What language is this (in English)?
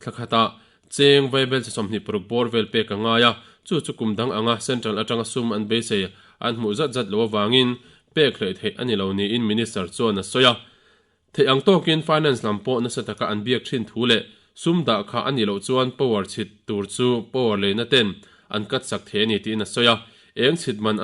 Mizo